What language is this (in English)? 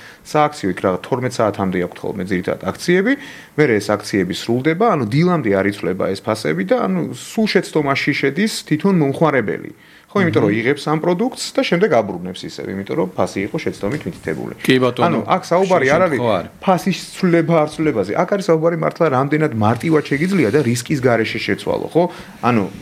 Georgian